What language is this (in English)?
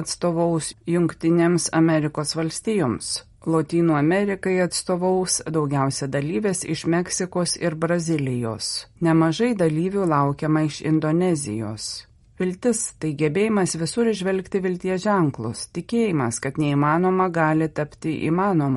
Lithuanian